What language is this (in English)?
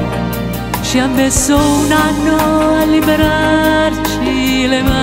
Italian